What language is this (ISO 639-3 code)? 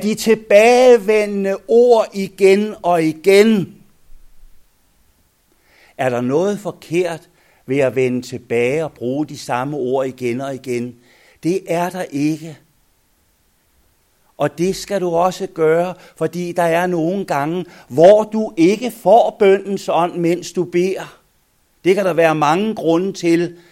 dan